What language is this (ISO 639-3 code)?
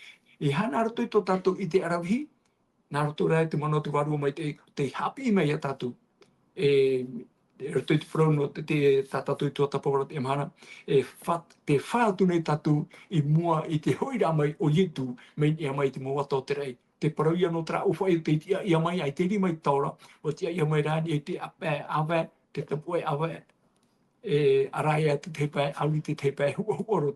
tah